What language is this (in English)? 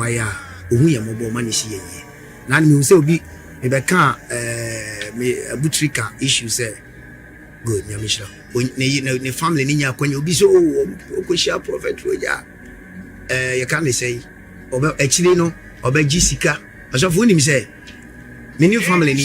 Akan